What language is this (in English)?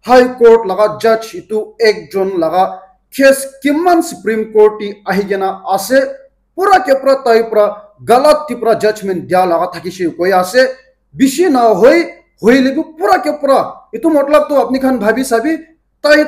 Naga Pidgin